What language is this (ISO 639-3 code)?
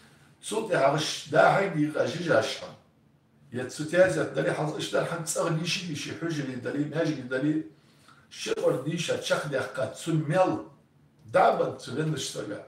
inh